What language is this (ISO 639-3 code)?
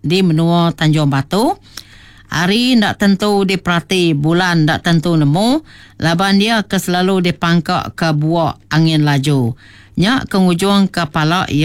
iba